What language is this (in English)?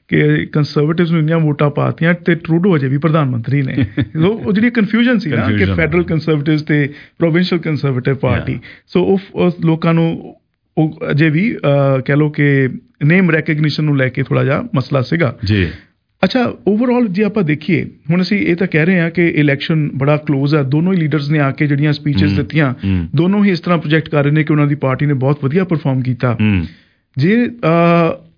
Punjabi